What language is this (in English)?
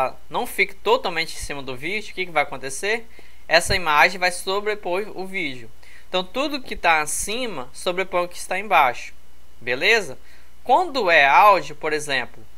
Portuguese